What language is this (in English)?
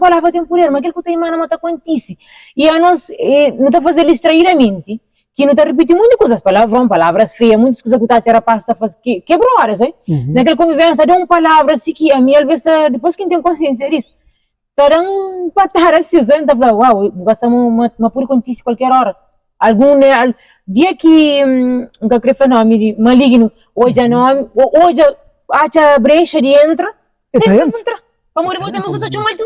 Kabuverdianu